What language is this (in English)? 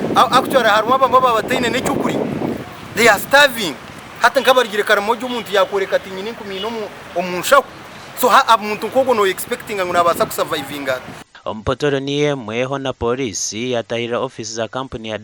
Nyankole